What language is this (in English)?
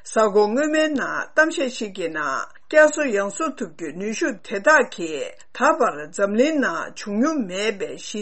Tibetan